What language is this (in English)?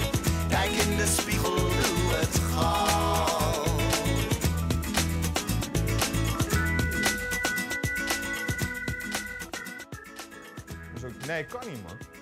Dutch